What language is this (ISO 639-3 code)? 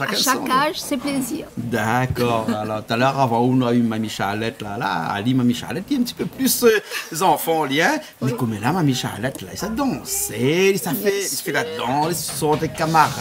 rcf